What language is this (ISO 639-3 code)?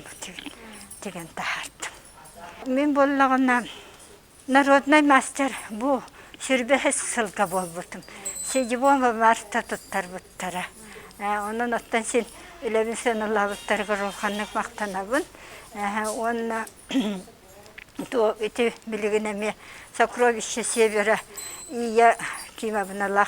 sah